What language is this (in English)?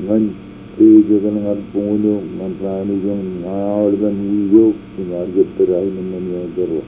Marshallese